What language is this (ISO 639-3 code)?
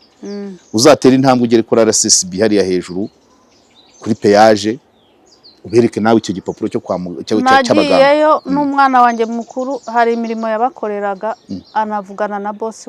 kin